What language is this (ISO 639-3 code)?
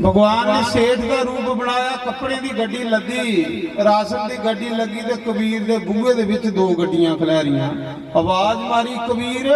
doi